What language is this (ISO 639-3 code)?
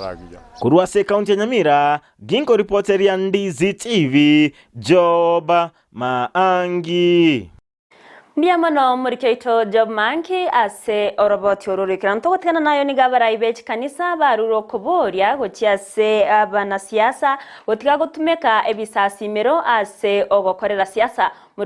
guz